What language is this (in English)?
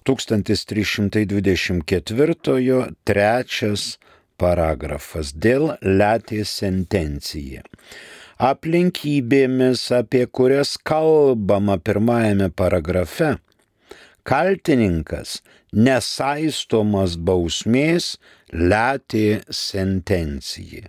Lithuanian